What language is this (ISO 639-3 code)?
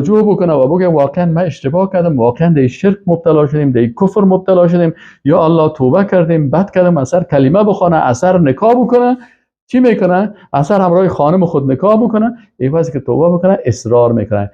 fas